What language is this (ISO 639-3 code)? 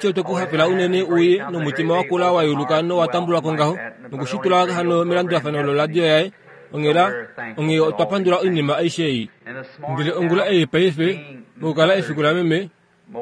kua